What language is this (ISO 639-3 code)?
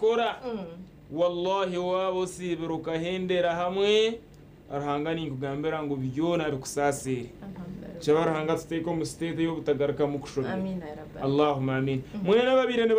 nyn